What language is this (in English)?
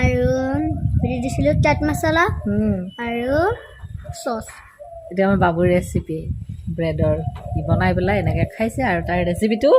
Assamese